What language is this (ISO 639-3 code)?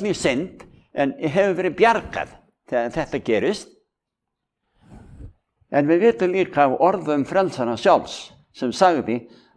isl